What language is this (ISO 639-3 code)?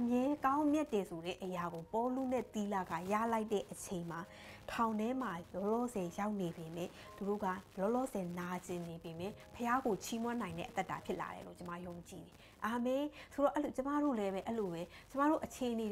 mya